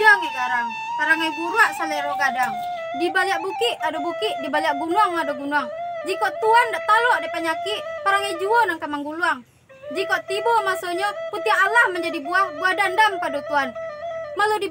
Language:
Minangkabau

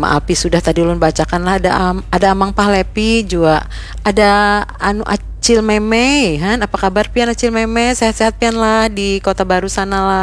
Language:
Banjar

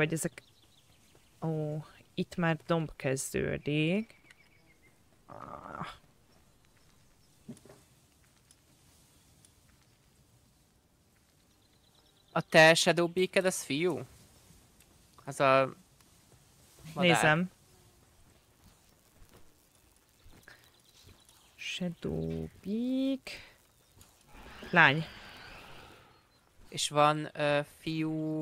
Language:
Hungarian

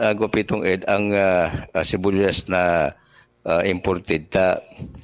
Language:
Bikol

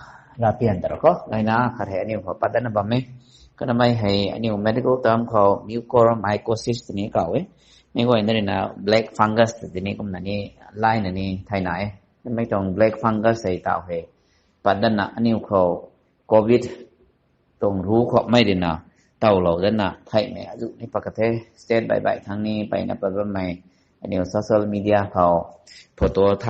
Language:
Rongmei Naga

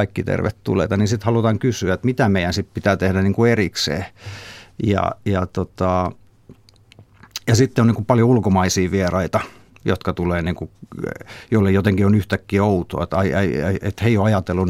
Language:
Finnish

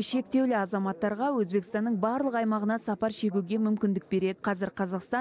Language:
Kazakh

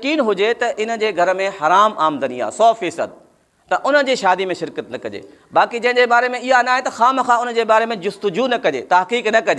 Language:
Sindhi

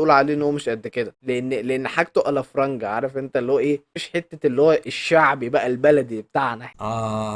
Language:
Egyptian Arabic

